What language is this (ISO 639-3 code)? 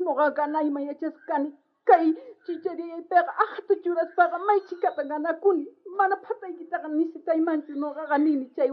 quh